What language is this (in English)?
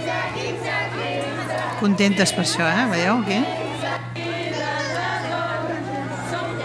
Catalan